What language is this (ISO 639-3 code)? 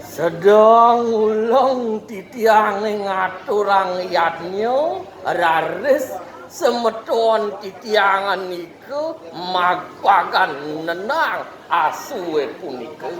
ban